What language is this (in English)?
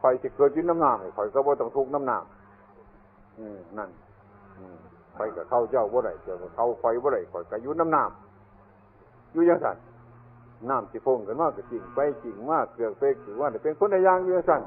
Northeastern Thai